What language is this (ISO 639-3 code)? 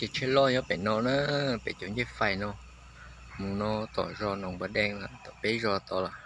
hmn